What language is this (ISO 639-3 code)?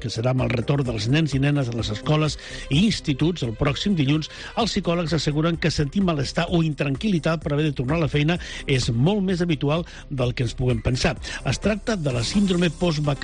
cat